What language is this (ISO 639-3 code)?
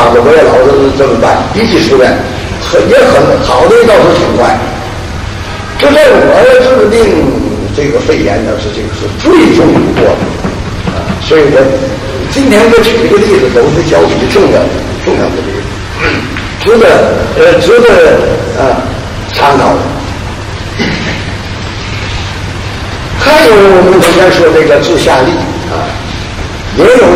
zho